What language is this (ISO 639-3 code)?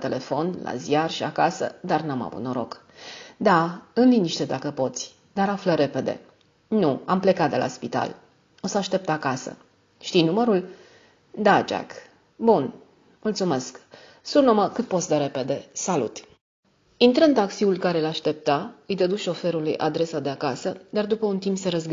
ron